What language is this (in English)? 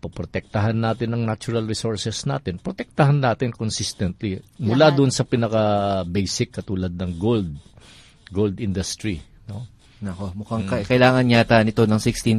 Filipino